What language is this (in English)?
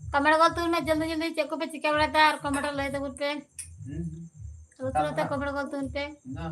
Santali